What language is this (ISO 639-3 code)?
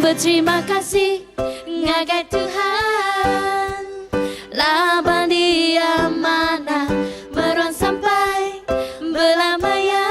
iba